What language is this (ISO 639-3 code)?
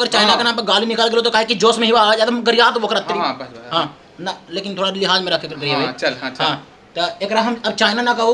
mag